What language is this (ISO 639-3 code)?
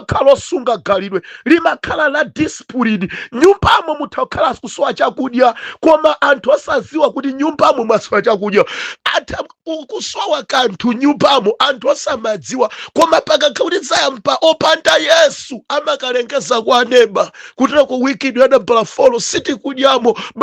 nya